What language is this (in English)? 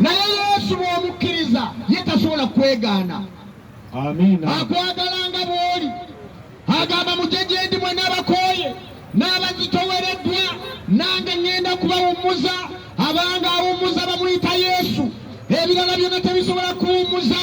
Ganda